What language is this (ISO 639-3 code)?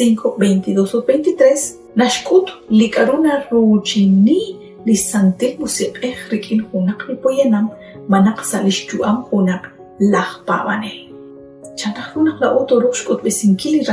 kek